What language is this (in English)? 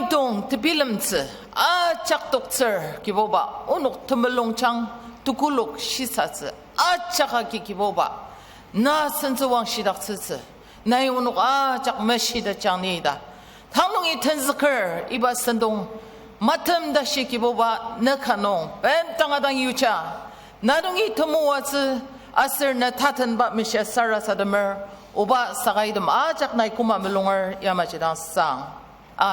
Ao Naga